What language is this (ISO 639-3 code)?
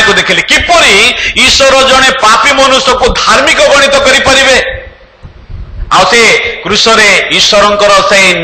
ori